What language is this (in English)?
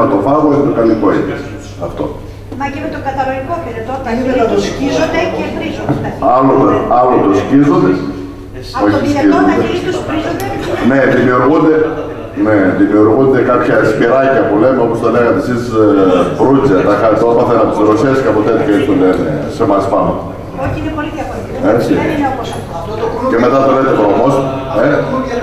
Greek